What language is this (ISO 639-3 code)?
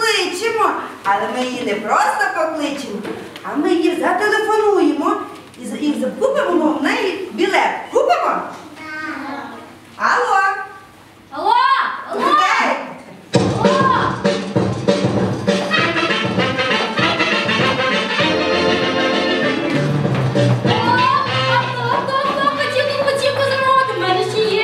ukr